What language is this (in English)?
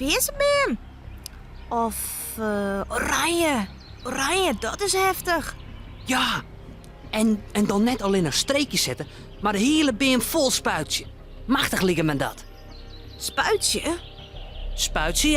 Western Frisian